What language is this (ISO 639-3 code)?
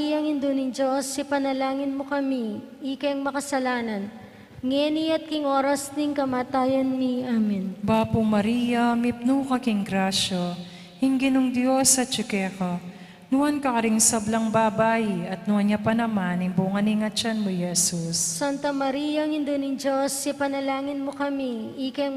pam